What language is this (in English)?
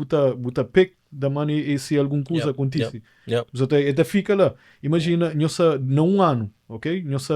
Kabuverdianu